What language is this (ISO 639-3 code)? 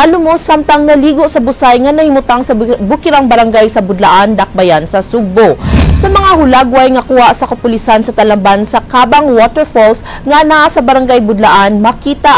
ceb